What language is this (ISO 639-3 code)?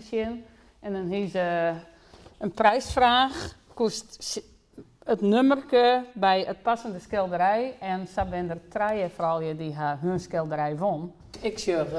fry